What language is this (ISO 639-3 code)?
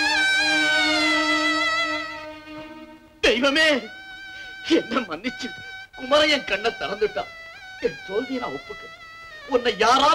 tam